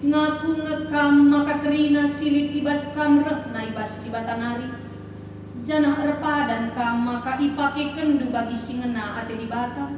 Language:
Batak Karo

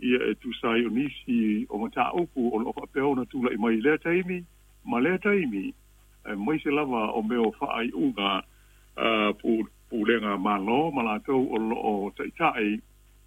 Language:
Samoan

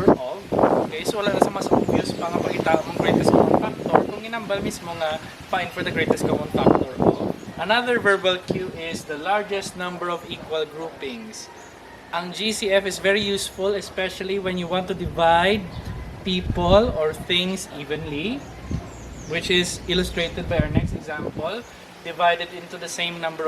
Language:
Hiligaynon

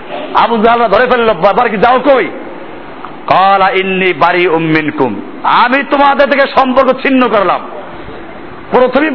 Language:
Bangla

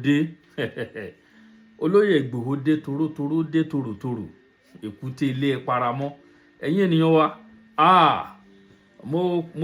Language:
Yoruba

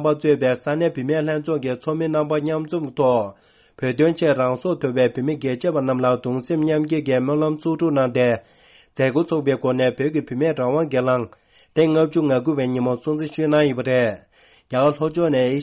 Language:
Tibetan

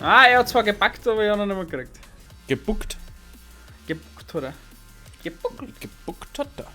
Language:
Bavarian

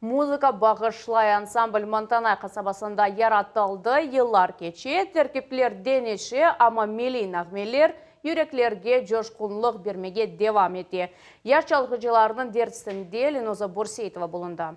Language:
Crimean Tatar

